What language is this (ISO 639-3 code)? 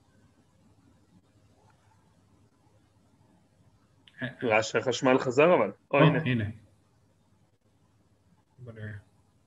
heb